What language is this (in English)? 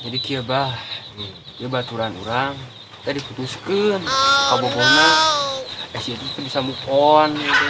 Sundanese